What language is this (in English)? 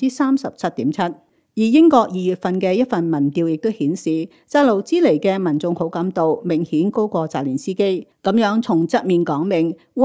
Cantonese